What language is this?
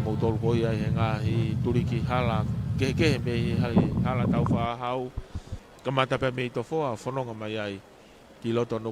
Tongan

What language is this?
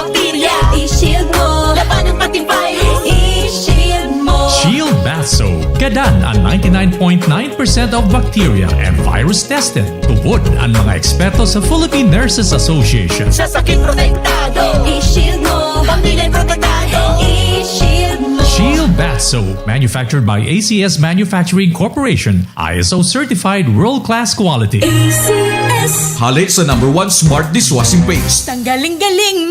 Bikol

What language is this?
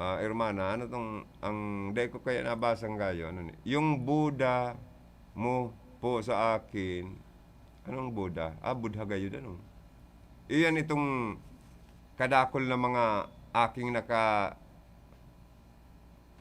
Bikol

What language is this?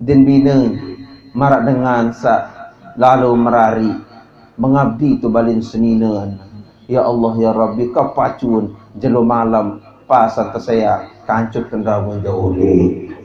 Sasak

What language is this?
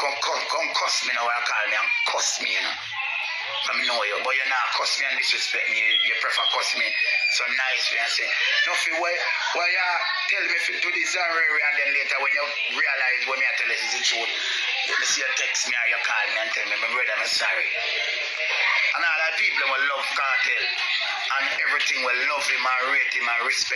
Jamaican Creole English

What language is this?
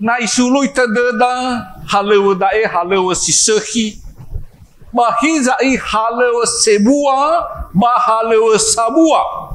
Nias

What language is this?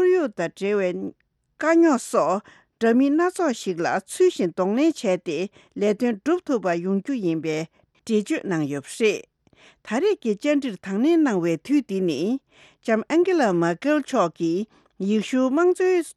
Tibetan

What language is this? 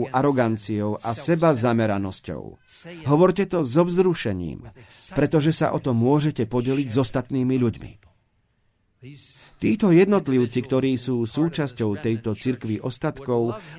Slovak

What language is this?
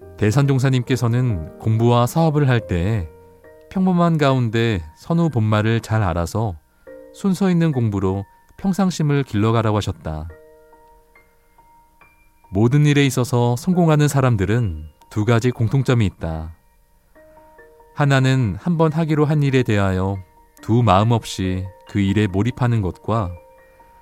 Korean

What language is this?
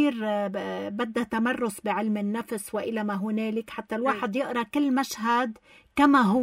North Levantine Arabic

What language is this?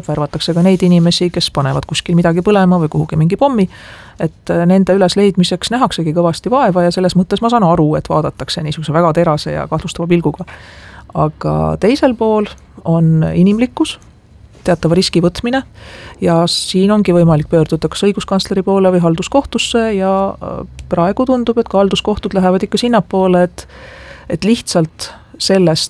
Estonian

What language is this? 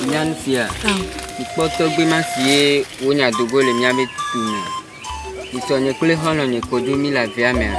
Ewe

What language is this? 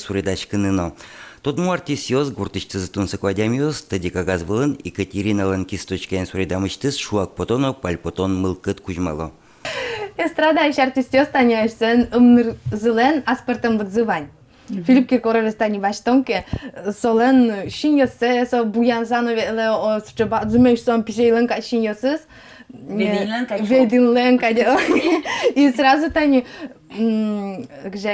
Udmurt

